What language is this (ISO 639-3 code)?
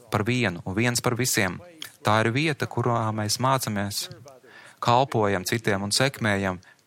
lav